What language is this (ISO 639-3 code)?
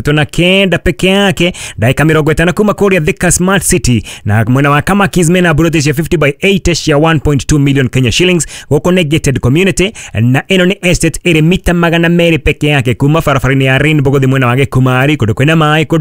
kik